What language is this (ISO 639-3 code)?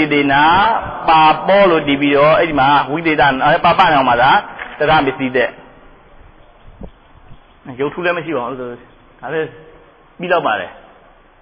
mya